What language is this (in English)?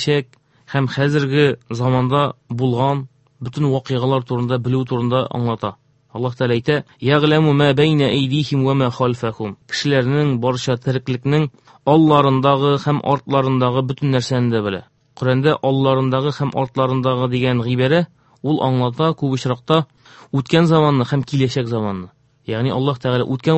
Tatar